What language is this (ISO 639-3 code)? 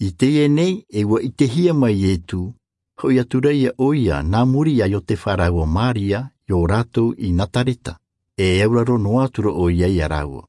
tah